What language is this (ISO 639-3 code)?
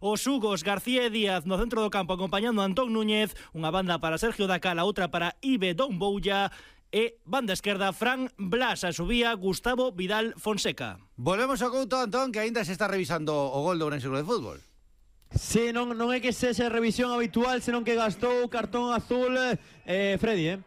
glg